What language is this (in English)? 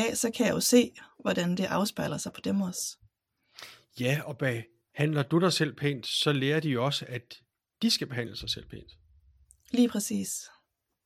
Danish